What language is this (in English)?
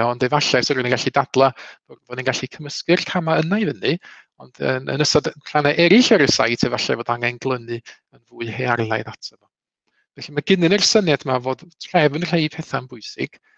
Welsh